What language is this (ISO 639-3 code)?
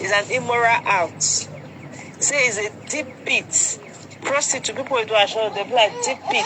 pcm